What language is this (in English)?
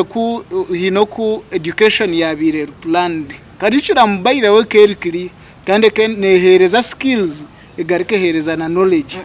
Nyankole